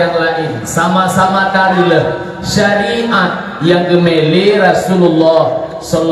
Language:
Achinese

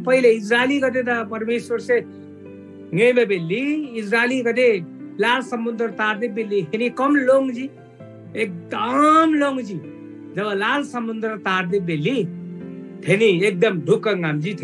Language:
Eastern Tamang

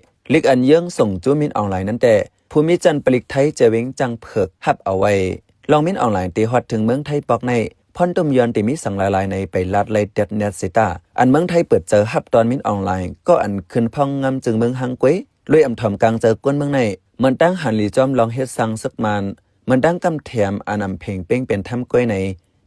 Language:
Shan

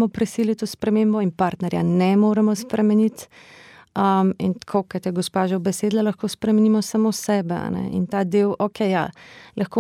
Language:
Slovenian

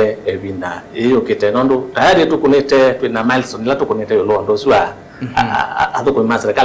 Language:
Kamba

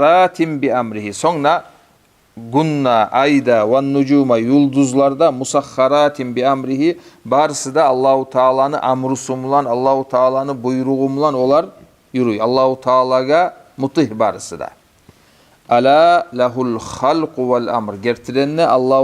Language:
Kumyk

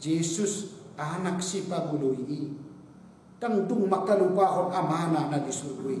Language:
Batak Toba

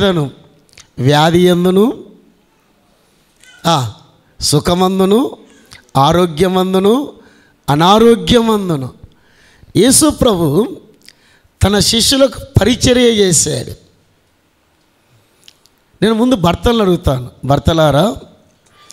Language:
Telugu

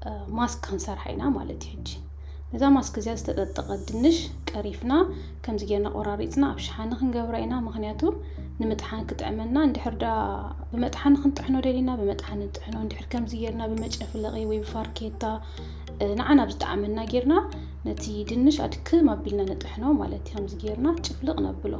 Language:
Tigrinya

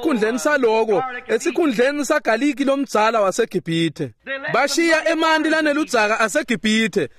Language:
Swati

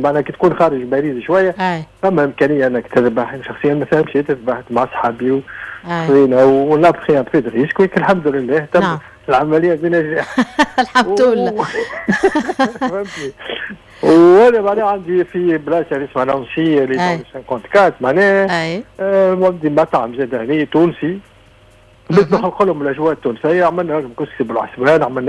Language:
Tunisian Arabic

